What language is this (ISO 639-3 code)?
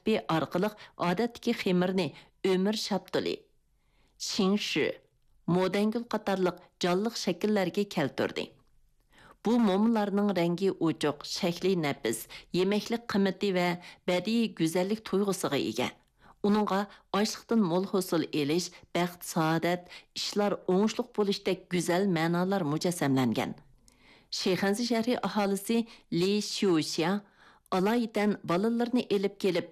uig